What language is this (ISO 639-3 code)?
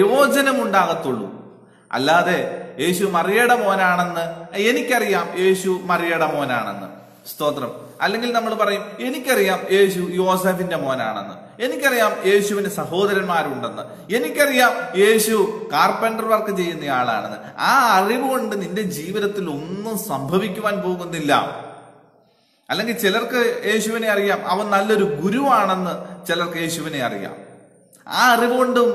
mal